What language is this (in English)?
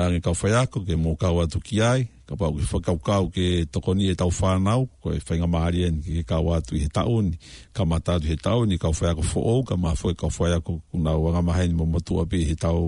Tongan